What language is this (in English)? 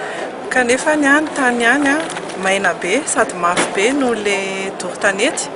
Malagasy